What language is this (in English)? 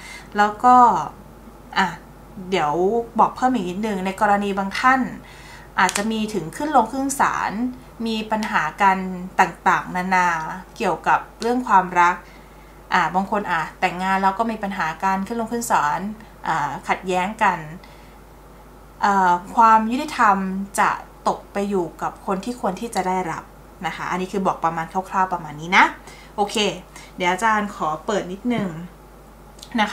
Thai